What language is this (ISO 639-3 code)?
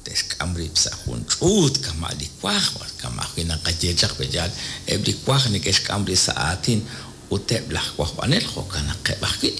kek